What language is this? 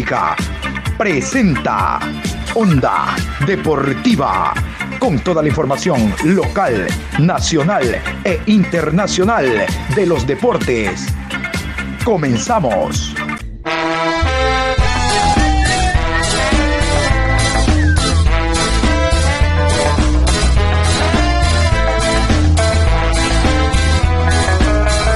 Spanish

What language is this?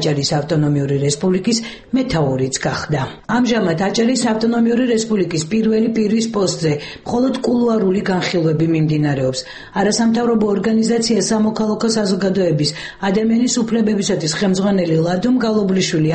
Georgian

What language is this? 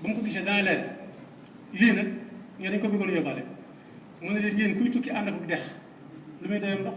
Wolof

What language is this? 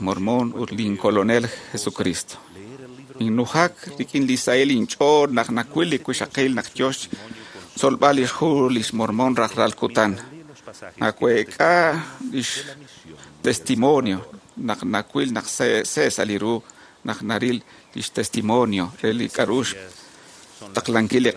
Kekchí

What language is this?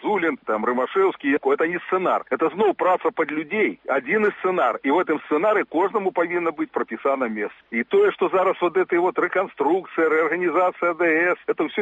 Belarusian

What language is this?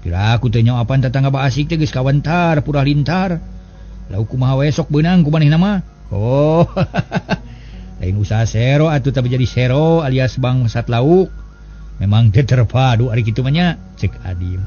Sundanese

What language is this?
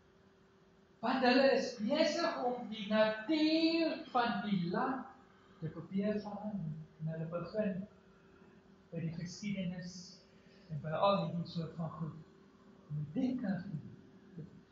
Afrikaans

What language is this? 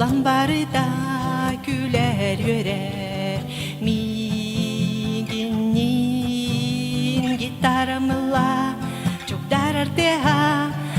Yakut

